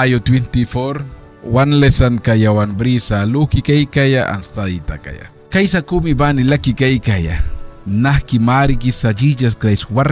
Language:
Mískito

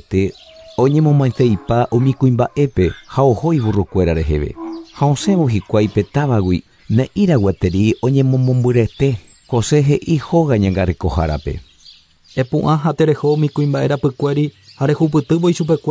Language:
Guarani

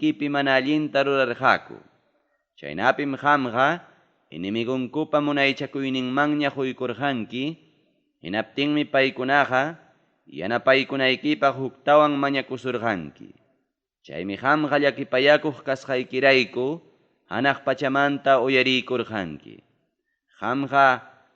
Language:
Ayacucho Quechua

